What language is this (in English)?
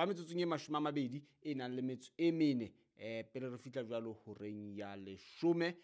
Southern Sotho